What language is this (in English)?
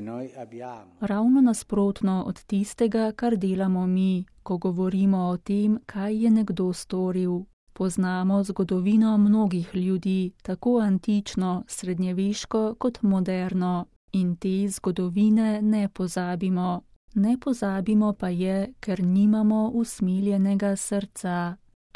Slovenian